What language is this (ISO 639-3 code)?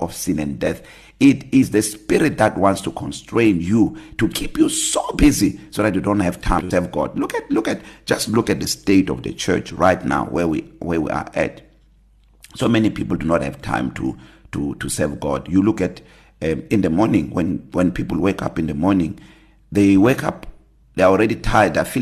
eng